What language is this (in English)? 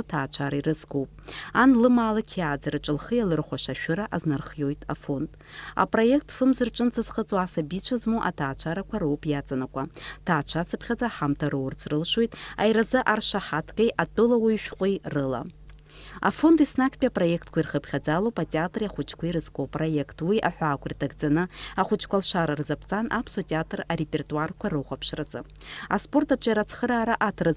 Abkhazian